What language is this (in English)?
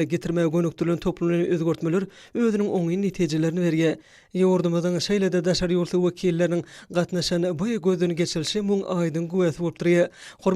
Turkmen